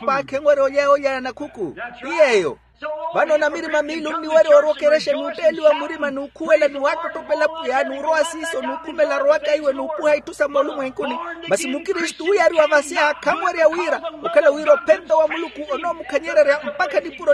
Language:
Makhuwa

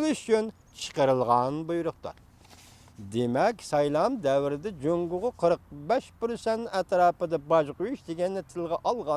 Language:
Uyghur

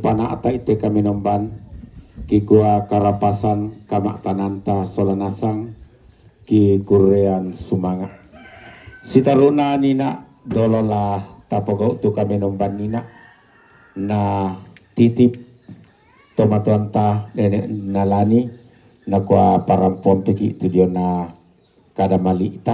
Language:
Toraja-Sa'dan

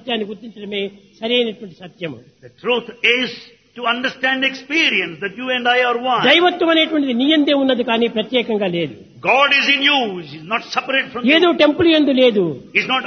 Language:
Telugu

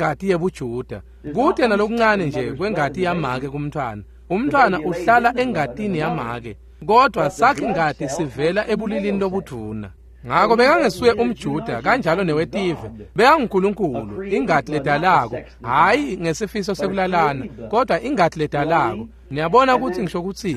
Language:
Swati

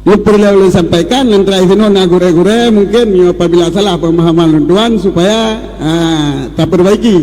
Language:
Achinese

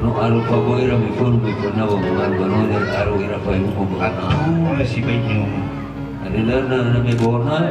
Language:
Nias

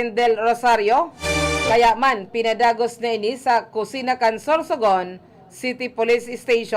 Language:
Bikol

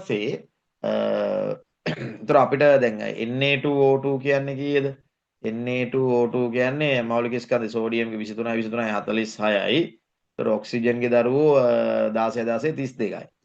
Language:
Sinhala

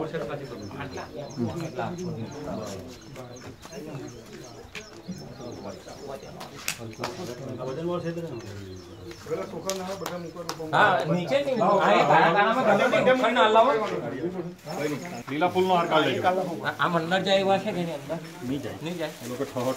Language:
Gujarati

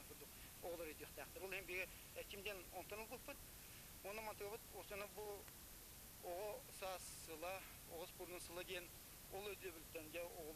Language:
Yakut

